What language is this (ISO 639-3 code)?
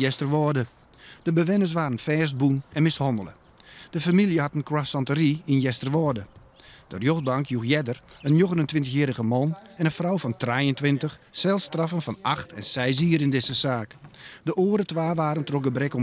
fry